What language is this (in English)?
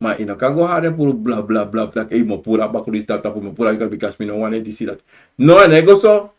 Sranan Tongo